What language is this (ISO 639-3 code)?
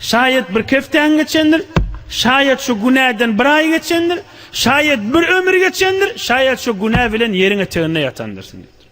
tuk